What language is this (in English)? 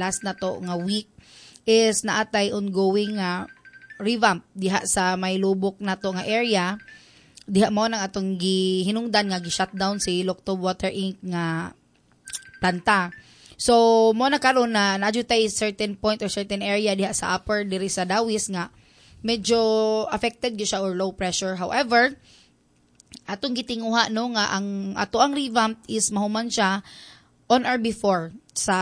Cebuano